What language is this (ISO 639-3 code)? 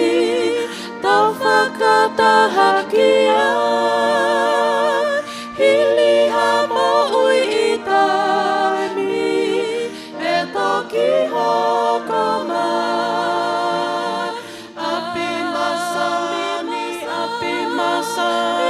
ton